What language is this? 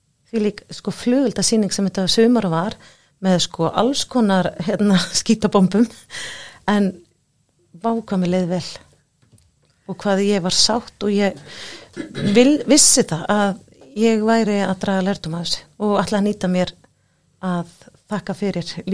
Icelandic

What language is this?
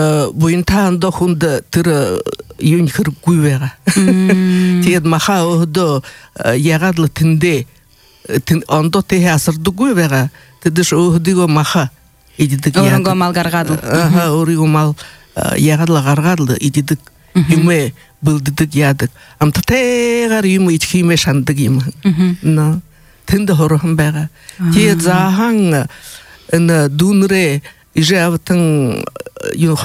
Buriat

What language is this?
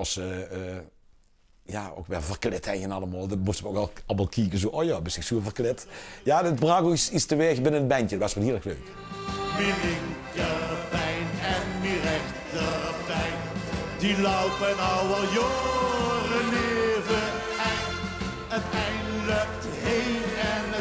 Limburgish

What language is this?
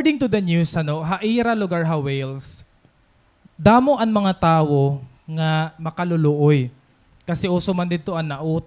Waray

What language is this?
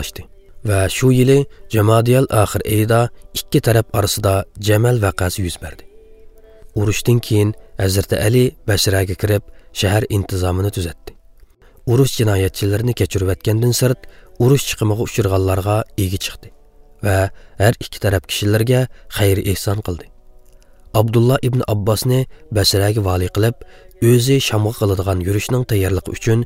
Uyghur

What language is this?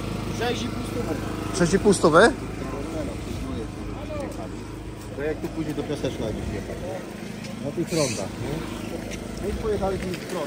Polish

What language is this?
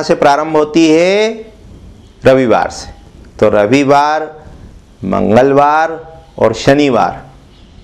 Hindi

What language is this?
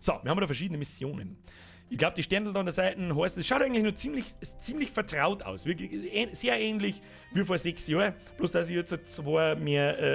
Bavarian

